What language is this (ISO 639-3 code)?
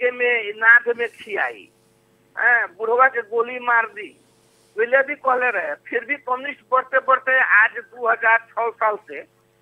bho